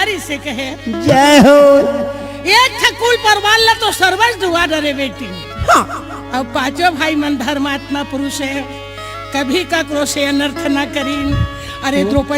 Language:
Chhattisgarhi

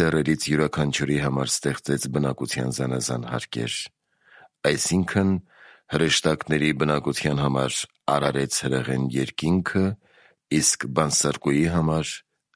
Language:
Armenian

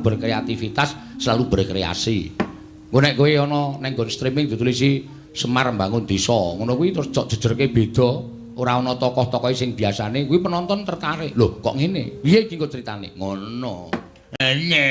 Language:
Javanese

